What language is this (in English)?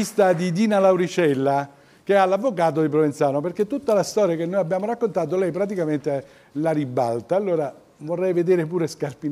Italian